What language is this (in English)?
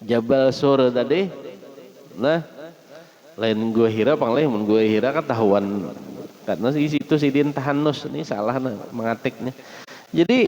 Banjar